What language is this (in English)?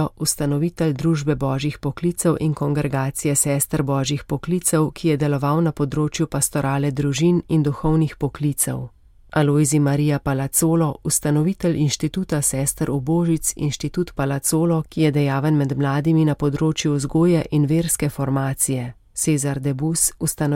Slovenian